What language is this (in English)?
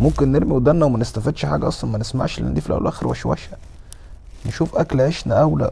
Egyptian Arabic